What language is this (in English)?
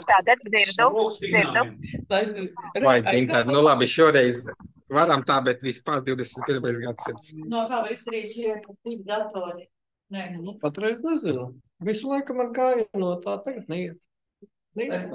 Latvian